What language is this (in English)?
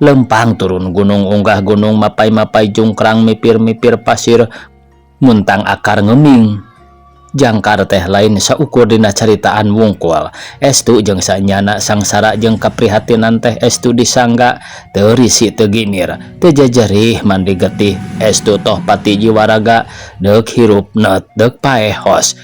Sundanese